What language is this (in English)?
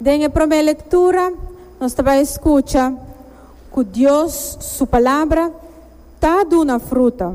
Papiamento